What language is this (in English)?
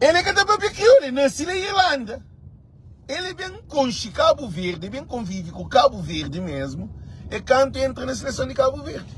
Kabuverdianu